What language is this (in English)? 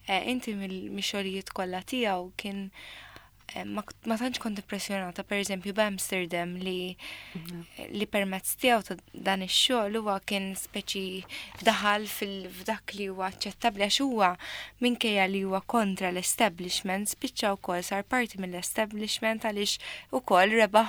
Maltese